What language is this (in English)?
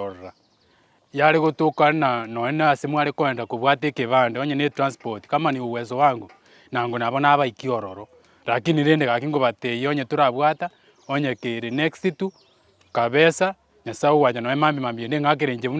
Gusii